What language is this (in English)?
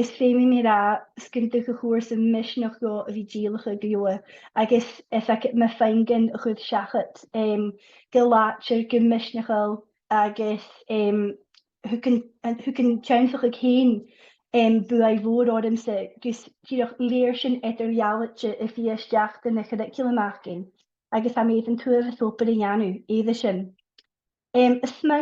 Scottish Gaelic